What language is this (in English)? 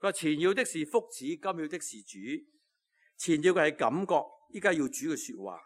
Cantonese